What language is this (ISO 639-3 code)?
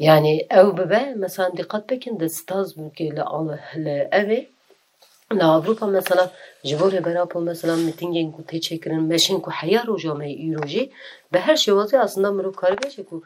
kur